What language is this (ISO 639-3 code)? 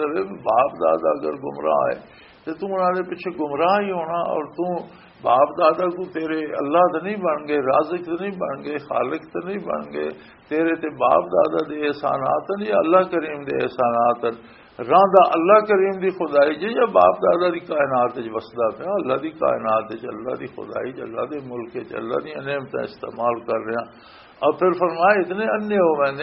lah